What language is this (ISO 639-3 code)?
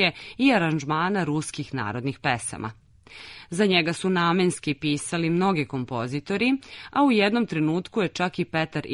srp